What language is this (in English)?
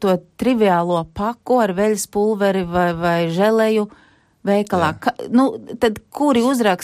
Latvian